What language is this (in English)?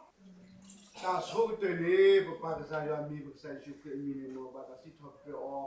S'gaw Karen